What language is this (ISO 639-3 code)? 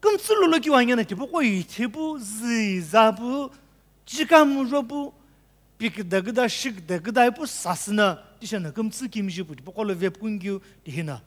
nsm